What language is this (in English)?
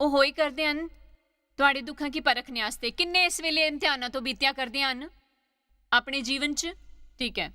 Dogri